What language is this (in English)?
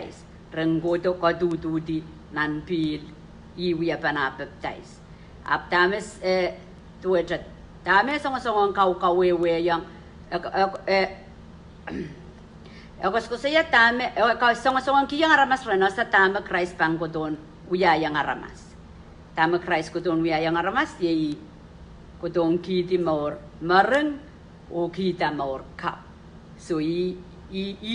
Pohnpeian